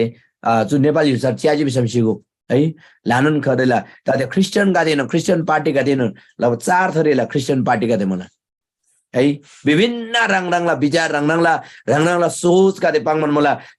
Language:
Eastern Tamang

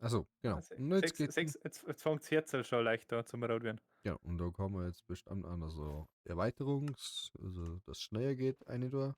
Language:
Bavarian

